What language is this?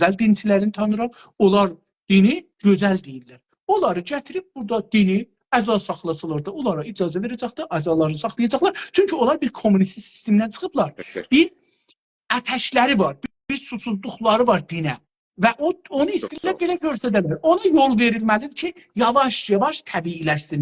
South Azerbaijani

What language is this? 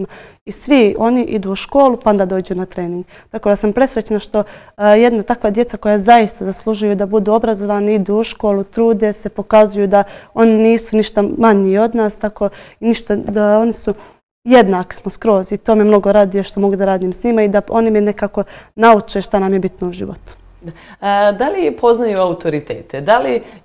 Bosnian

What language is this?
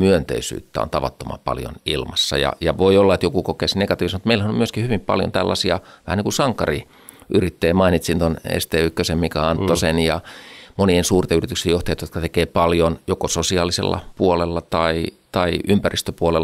Finnish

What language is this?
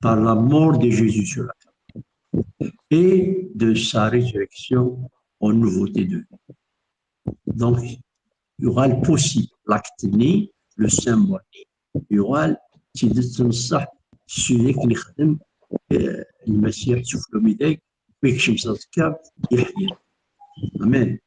Kabyle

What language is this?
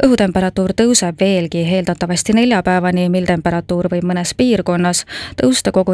Estonian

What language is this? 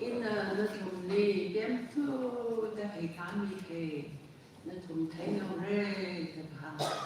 Tangkhul Naga (India)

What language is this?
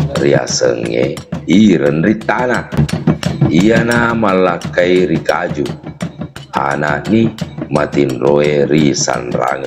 Buginese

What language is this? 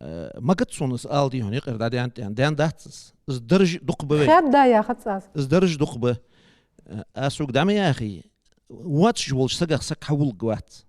Ingush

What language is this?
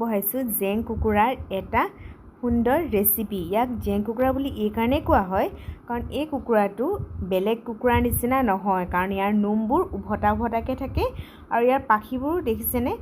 Assamese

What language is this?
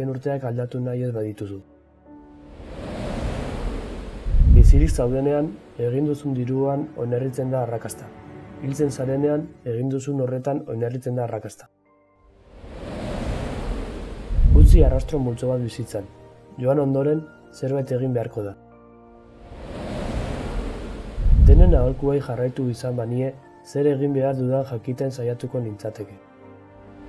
Basque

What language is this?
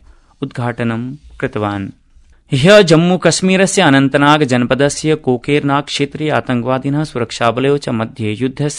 Sanskrit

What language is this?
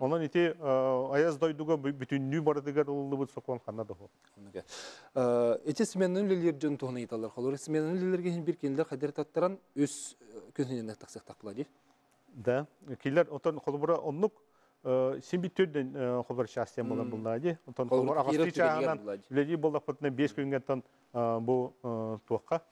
Yakut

